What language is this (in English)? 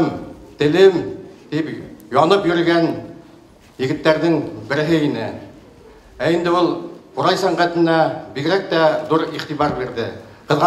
Bashkir